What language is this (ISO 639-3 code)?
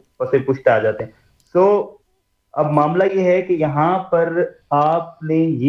hin